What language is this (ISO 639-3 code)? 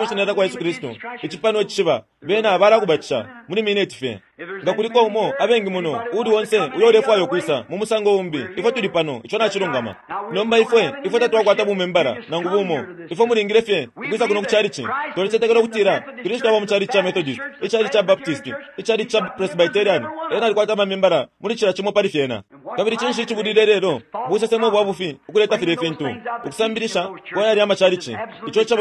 bem